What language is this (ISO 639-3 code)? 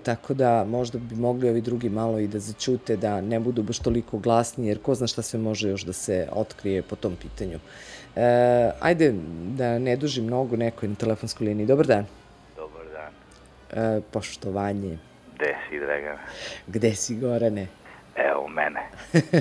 srp